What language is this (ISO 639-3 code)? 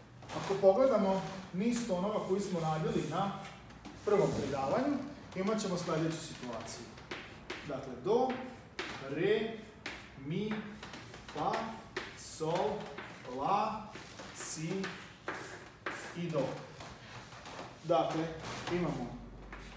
srp